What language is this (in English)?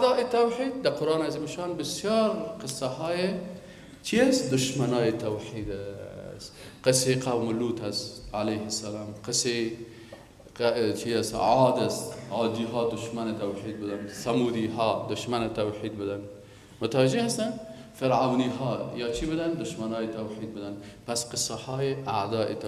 Persian